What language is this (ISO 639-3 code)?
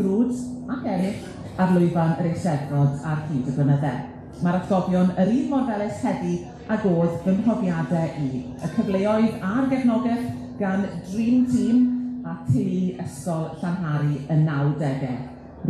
cym